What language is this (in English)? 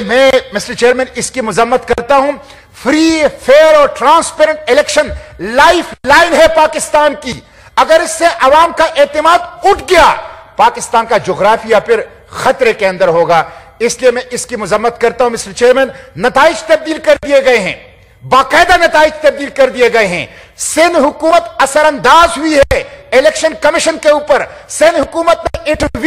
Urdu